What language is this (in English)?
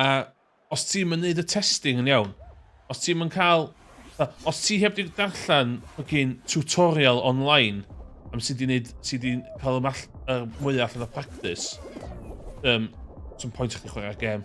Welsh